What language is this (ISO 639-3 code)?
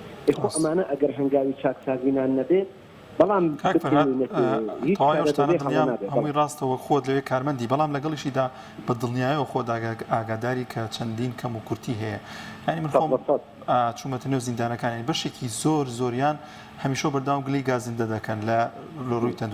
ckb